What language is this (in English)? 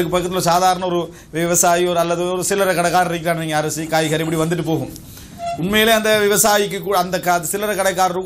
Tamil